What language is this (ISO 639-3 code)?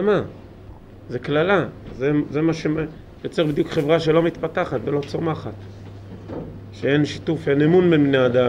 heb